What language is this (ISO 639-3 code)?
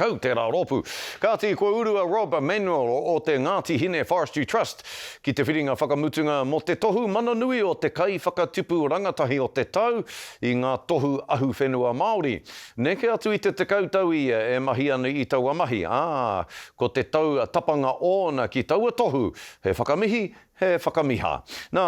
mri